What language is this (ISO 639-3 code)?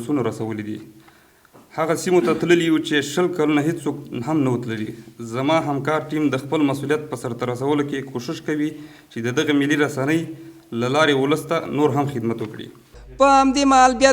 pus